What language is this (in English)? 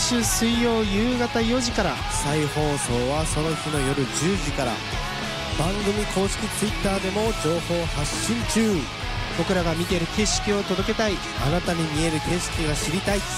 Japanese